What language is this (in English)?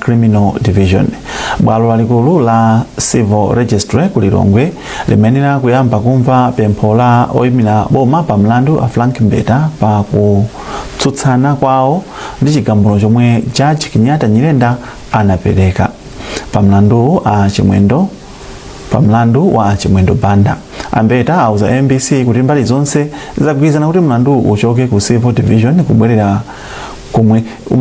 Nyanja